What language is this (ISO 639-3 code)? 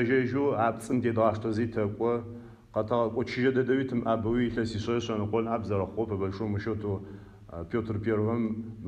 ady